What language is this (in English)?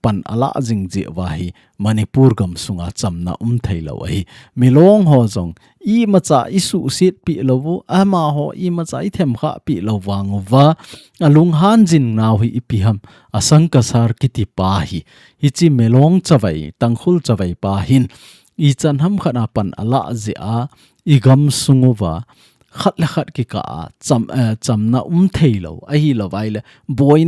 Thado Chin